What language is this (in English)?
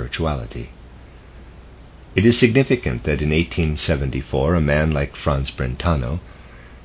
English